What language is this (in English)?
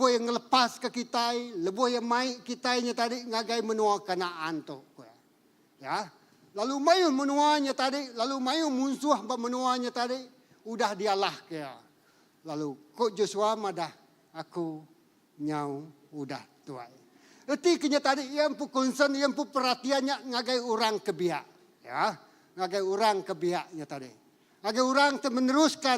Iban